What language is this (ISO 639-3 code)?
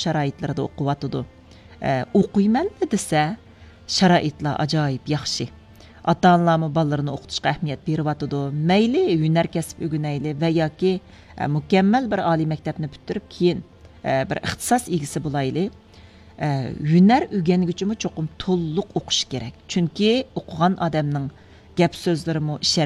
uig